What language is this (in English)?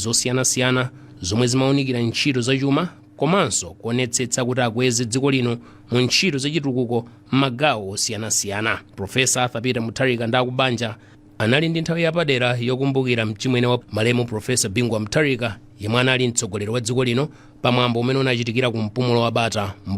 Nyanja